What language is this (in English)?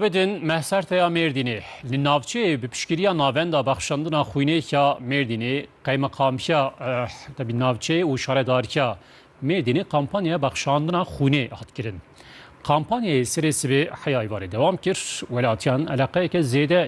Kurdish